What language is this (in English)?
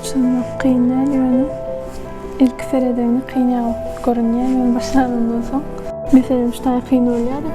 Turkmen